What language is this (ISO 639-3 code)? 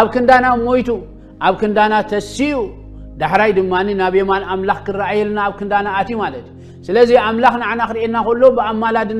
tir